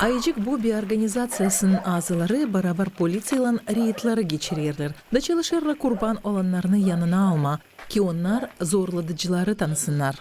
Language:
Gagauz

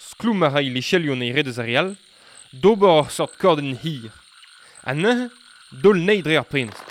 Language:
Breton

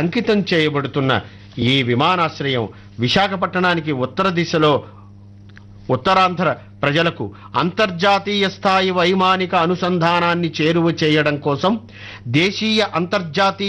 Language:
Telugu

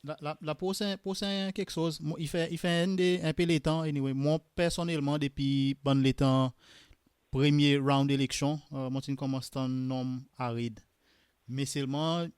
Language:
Seselwa Creole French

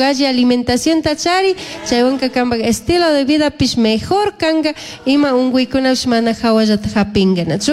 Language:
Chimborazo Highland Quichua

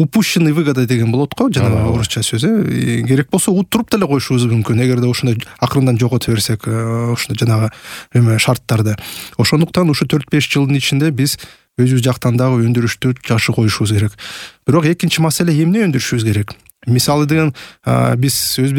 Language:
Kyrgyz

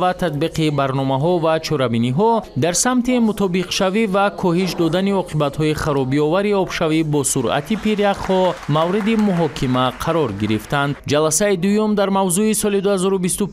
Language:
Tajik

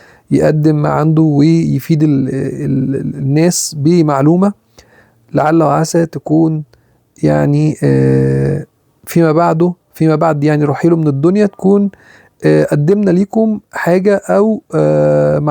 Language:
Egyptian Arabic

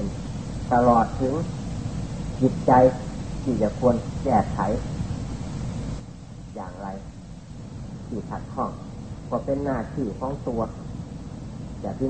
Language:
Thai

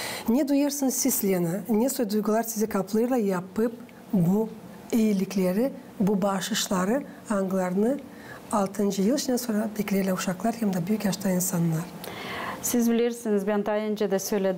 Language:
Gagauz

